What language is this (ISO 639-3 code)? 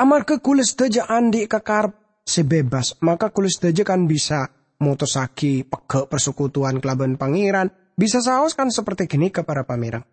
mad